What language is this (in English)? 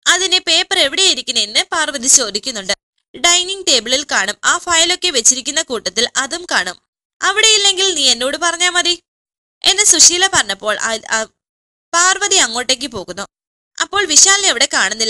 Malayalam